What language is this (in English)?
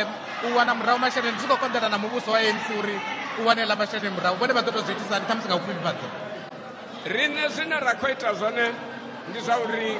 Venda